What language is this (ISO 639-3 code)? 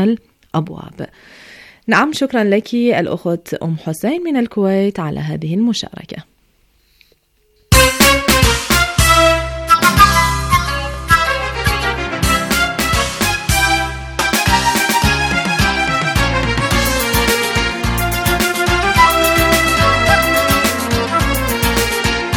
ara